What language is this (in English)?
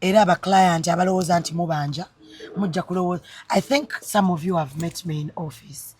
Ganda